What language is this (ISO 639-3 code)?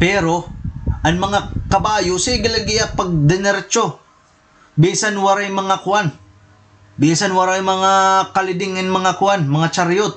war